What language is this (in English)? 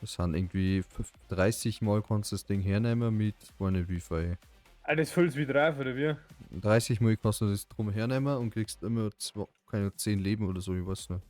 Bavarian